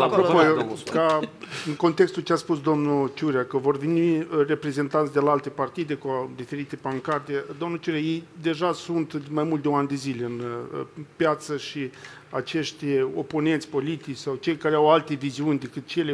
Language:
Romanian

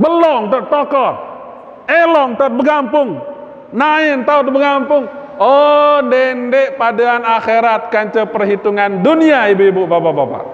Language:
Sasak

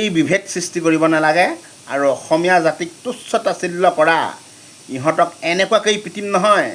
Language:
Assamese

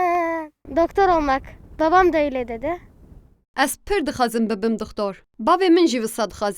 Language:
Kurdish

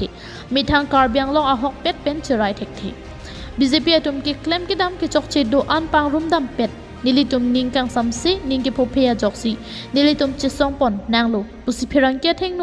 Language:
Karbi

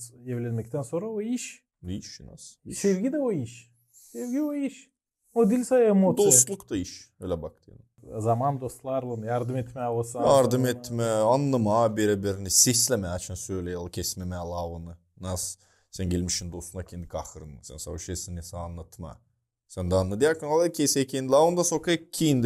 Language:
Gagauz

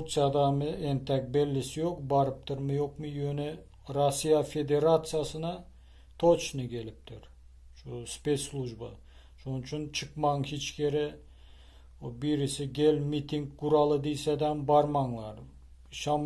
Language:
Turkmen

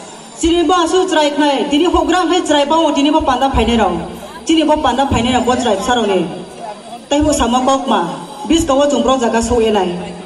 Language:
Riang (India)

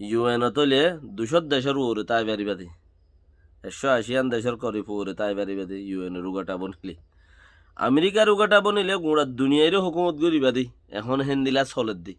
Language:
Rohingya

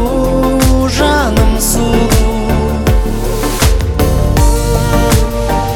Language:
Kazakh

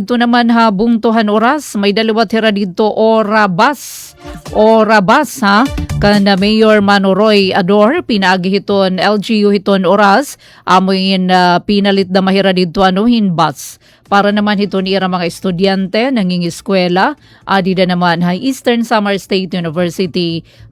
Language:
Waray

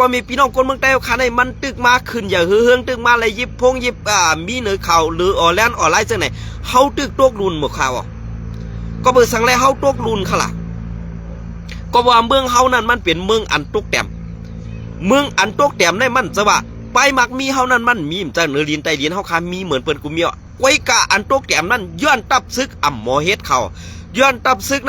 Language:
Shan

